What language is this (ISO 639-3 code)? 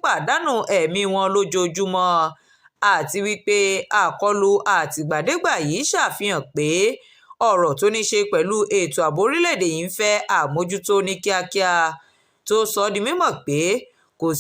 yor